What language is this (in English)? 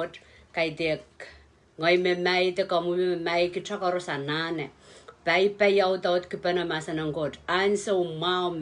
Pohnpeian